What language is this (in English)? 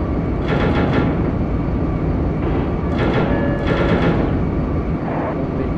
Japanese